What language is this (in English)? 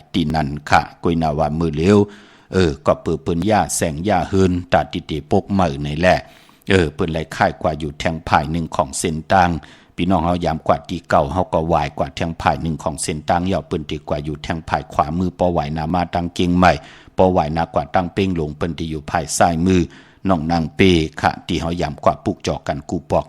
Shan